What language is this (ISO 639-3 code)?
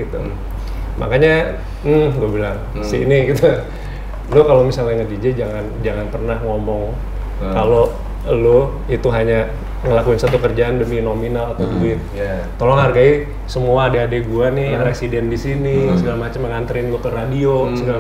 ind